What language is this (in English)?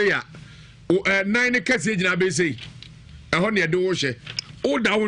Akan